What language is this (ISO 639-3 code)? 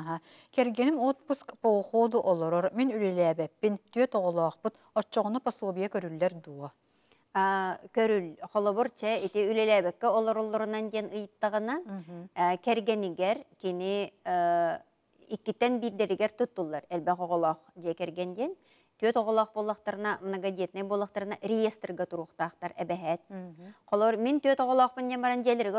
sah